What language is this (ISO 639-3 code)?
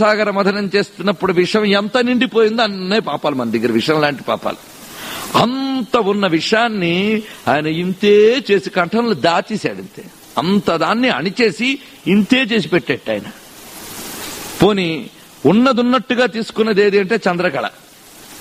tel